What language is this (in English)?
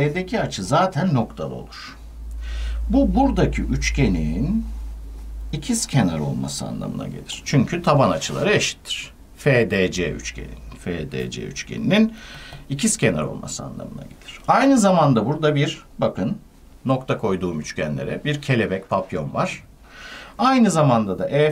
Turkish